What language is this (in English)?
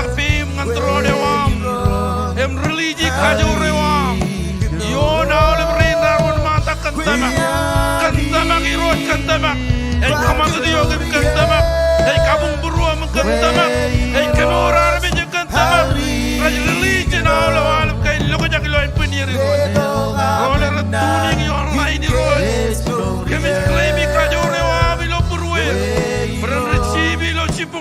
Marshallese